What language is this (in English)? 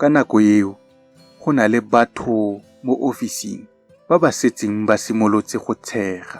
Tswana